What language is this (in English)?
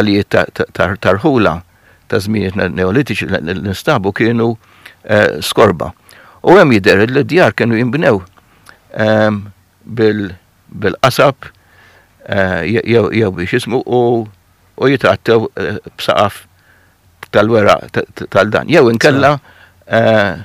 Maltese